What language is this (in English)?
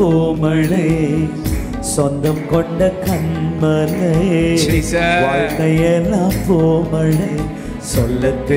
Tamil